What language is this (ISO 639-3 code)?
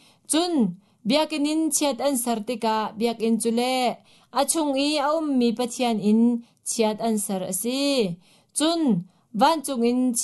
cnh